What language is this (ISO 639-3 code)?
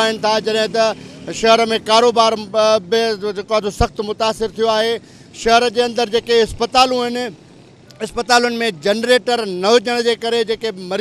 snd